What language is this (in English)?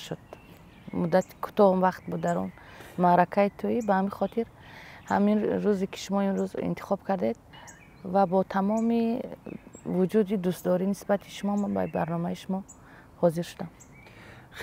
Tajik